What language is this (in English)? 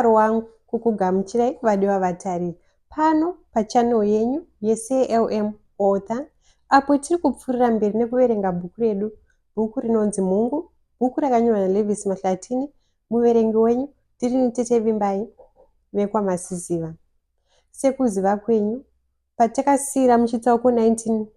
Shona